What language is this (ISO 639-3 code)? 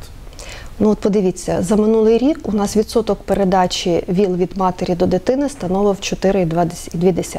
ukr